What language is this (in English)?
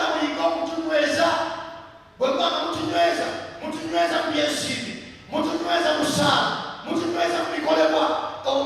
Ganda